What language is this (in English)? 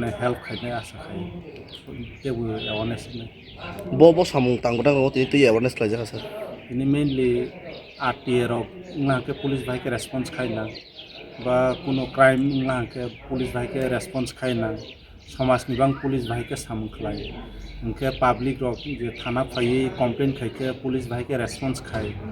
Kok Borok